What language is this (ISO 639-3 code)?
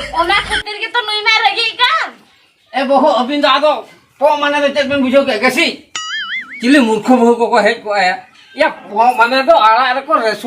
sat